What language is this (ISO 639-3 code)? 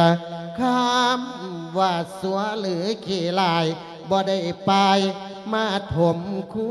lao